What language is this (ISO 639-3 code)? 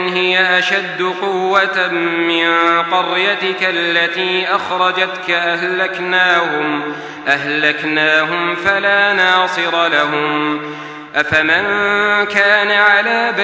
ara